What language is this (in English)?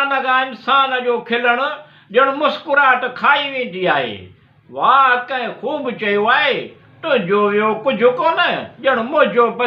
Sindhi